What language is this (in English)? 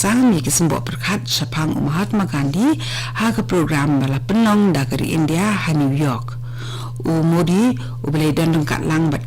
Khasi